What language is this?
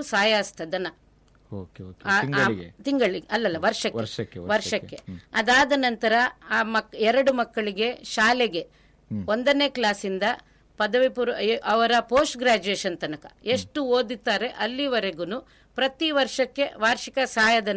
Kannada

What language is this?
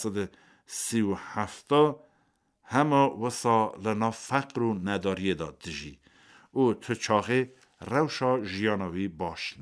Kurdish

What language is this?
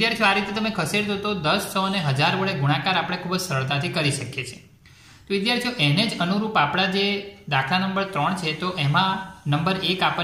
Gujarati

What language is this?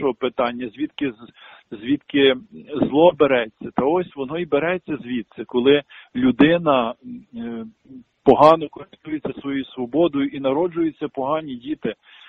Ukrainian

